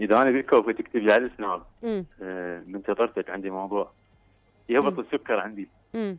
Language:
Mesopotamian Arabic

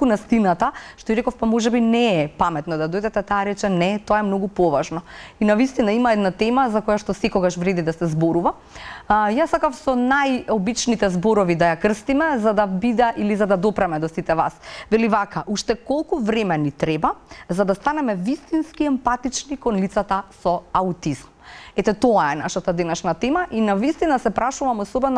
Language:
Macedonian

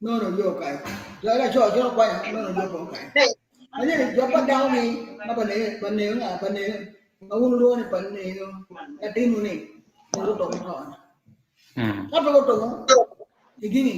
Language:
Acoli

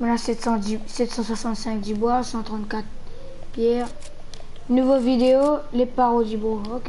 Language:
Morisyen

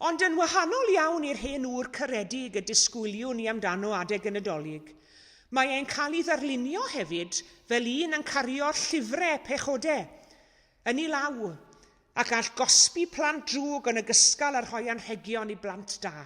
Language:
Welsh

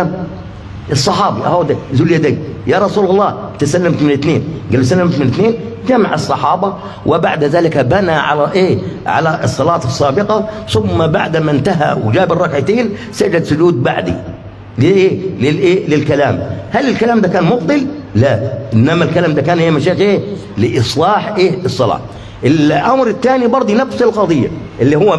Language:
Egyptian Arabic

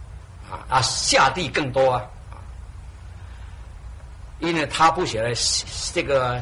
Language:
Chinese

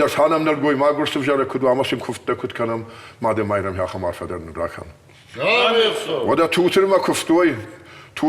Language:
Ossetic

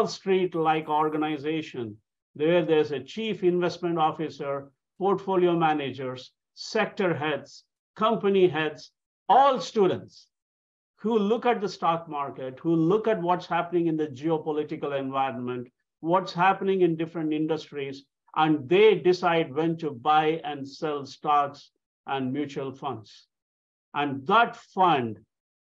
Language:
English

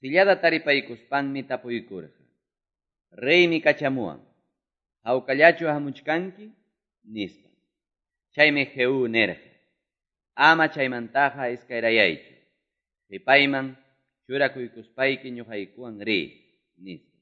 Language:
Quechua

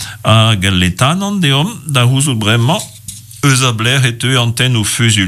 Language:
Breton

